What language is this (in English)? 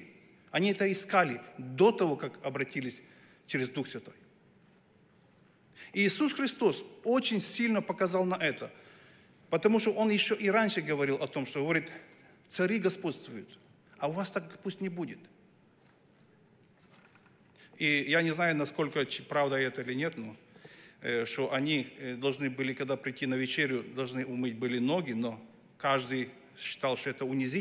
Russian